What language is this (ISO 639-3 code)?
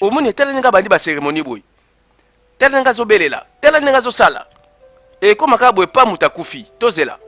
lin